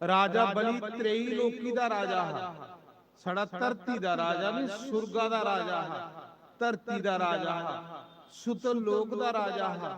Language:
Dogri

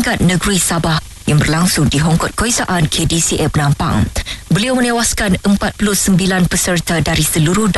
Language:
Malay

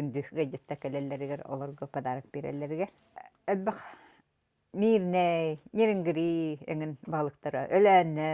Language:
Yakut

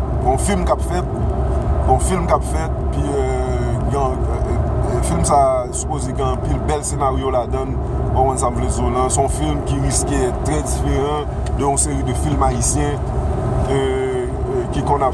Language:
Haitian Creole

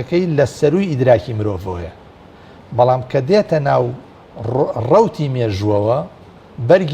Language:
Central Kurdish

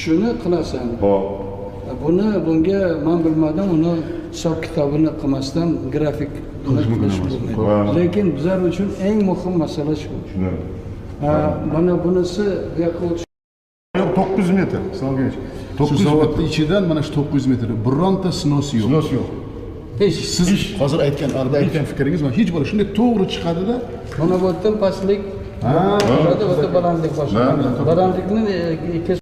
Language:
Uzbek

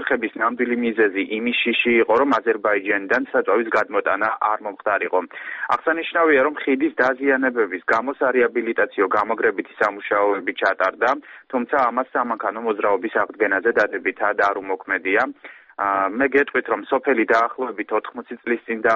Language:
Georgian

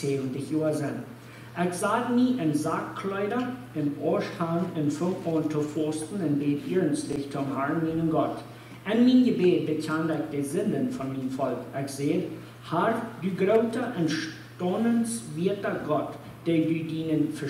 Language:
Plautdietsch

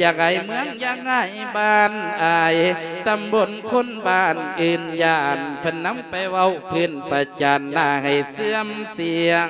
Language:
Lao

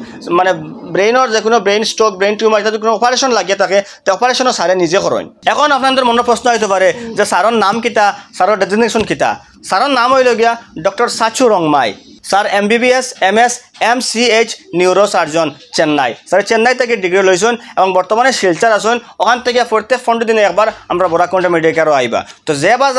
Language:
Sylheti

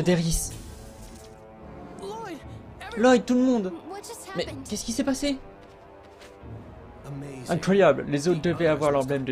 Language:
French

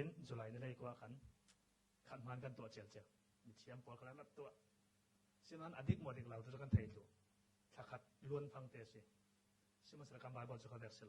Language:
Falam Chin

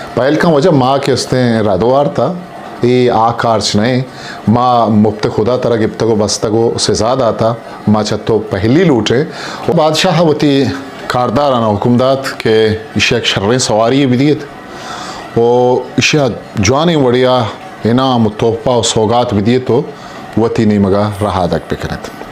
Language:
Eastern Balochi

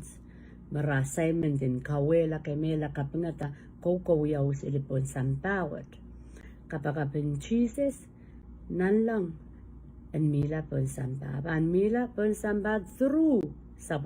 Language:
Pohnpeian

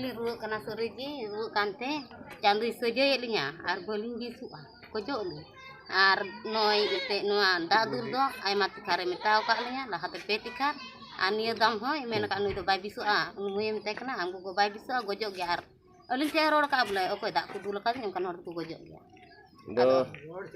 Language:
Santali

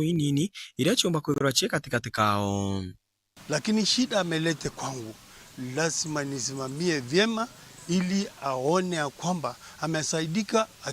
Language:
Meru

